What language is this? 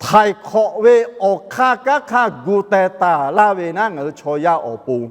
Lahu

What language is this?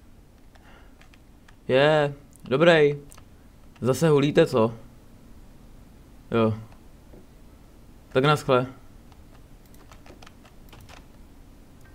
Czech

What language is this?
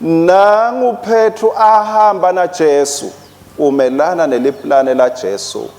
Swati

